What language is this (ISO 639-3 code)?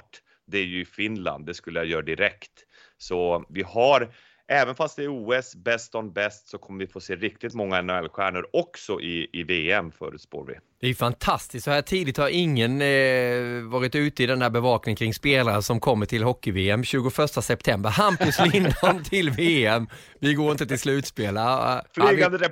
swe